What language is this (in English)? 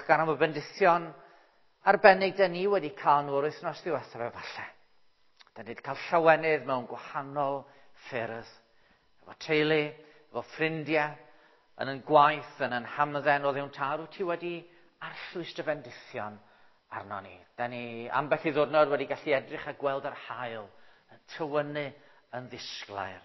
Welsh